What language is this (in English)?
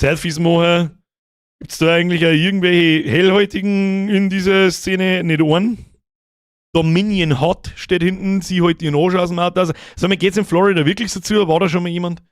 Bavarian